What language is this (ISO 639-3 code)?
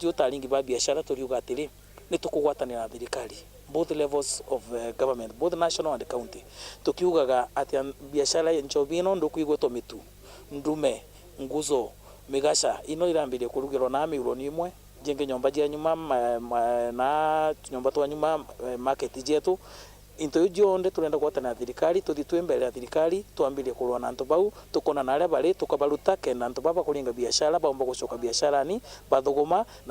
mer